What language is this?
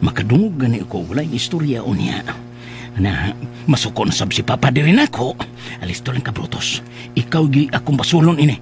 Cebuano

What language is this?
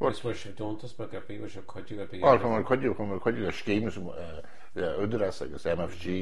Irish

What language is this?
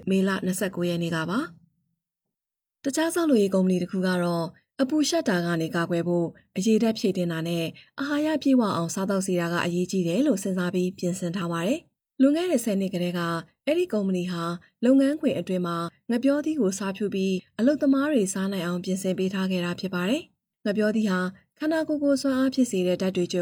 Burmese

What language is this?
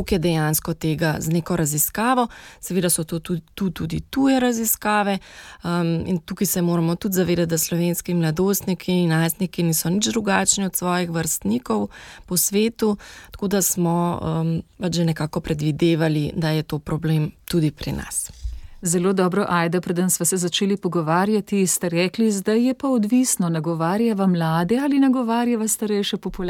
Slovenian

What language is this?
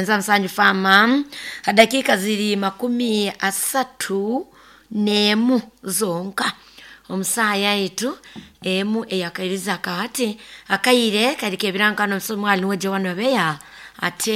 Nyoro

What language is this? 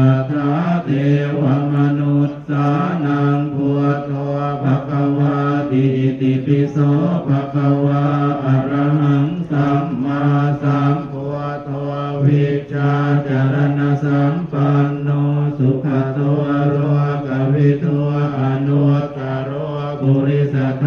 Pali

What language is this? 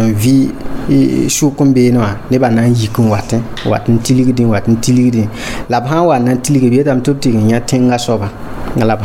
Mossi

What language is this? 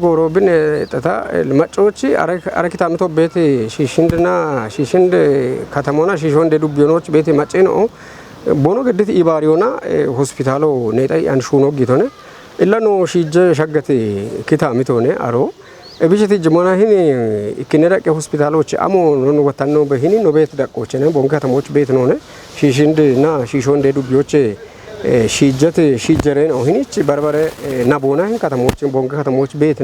Kafa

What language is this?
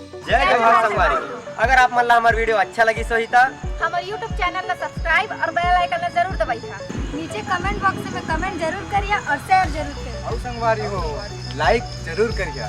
Chhattisgarhi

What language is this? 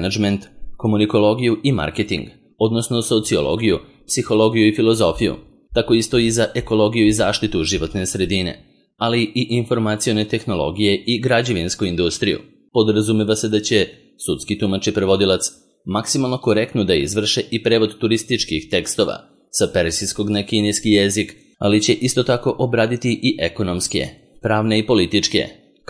Serbian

